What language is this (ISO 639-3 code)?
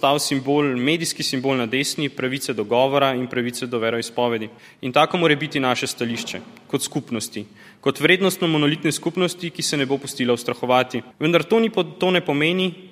slv